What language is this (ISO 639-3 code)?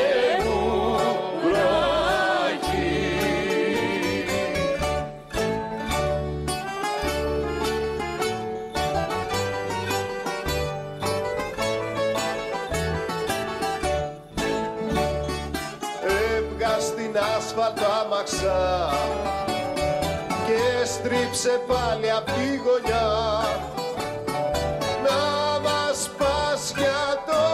ell